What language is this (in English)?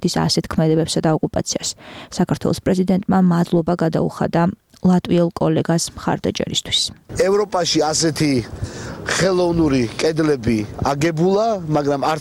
Georgian